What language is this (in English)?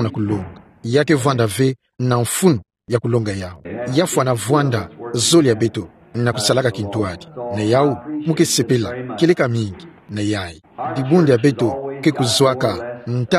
Kituba (Democratic Republic of Congo)